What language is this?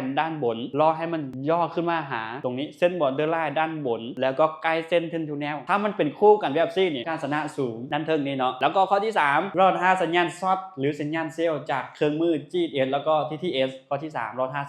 Lao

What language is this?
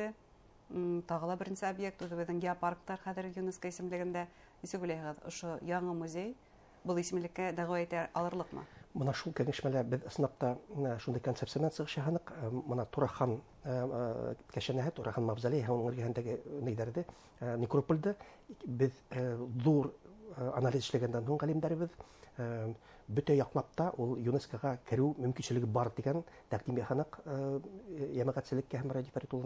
Bashkir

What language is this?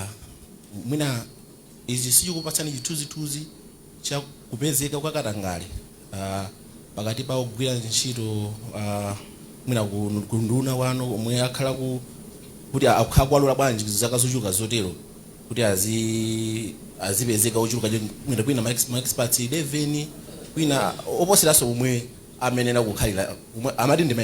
Nyanja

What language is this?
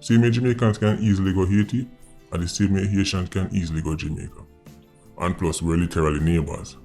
Jamaican Creole English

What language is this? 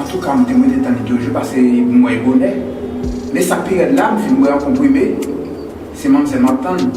Haitian Creole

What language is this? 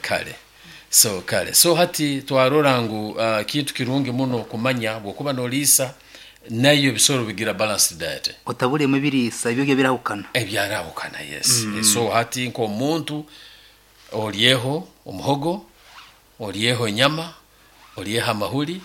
Nyankole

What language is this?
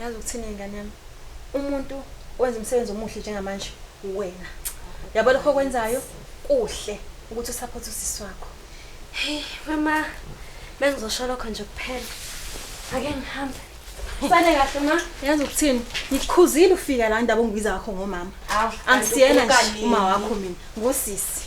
Zulu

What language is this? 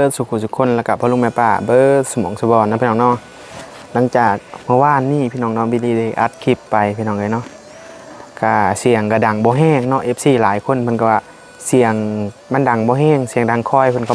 Northeastern Thai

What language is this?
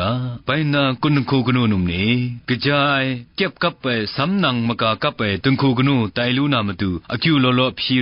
Kachin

